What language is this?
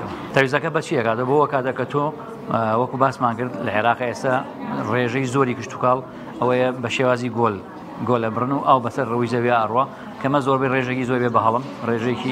Central Kurdish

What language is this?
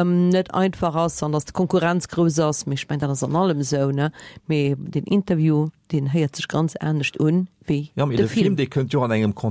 Luxembourgish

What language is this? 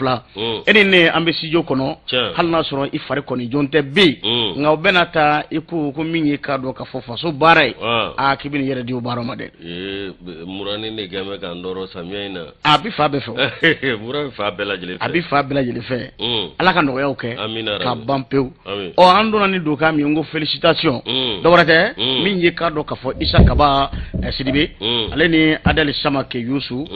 Bambara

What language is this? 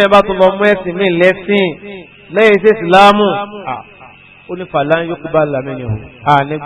Yoruba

